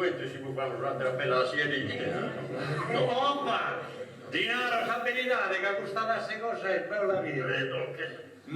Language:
Sardinian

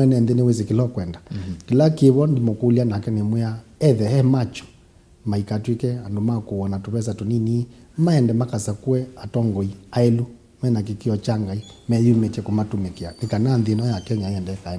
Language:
Kamba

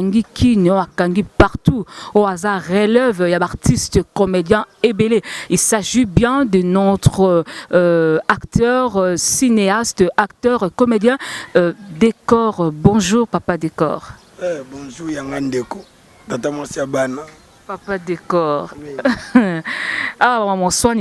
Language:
Lingala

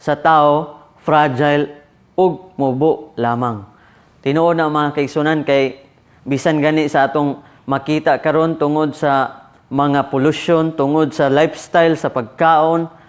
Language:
Cebuano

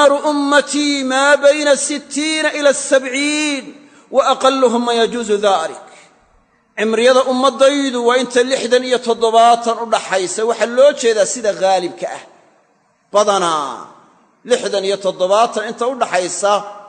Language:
Somali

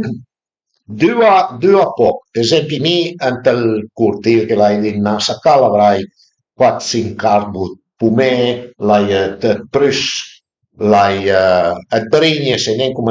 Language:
Piedmontese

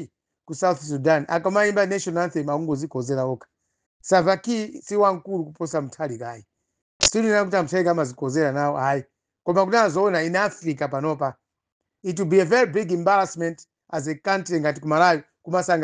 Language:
Nyanja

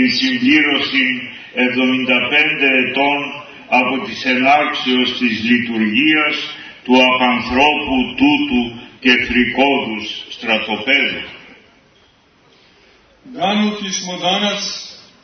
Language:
Serbian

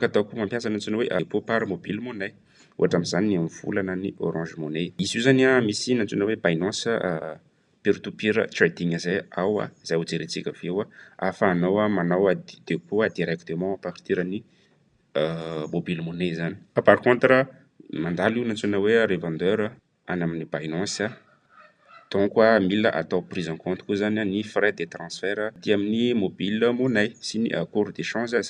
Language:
Malagasy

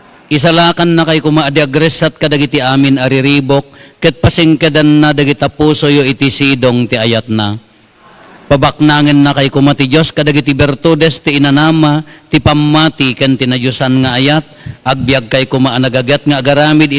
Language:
Iloko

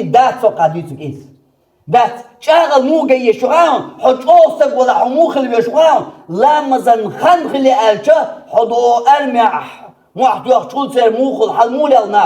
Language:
Chechen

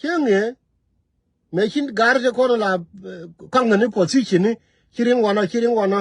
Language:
Nuer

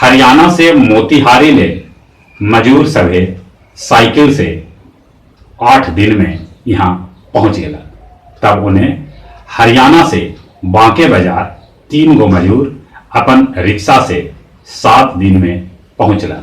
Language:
Magahi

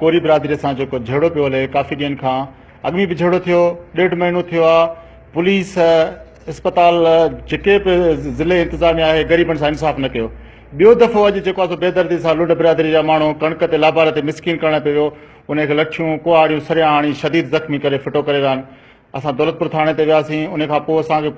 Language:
Sindhi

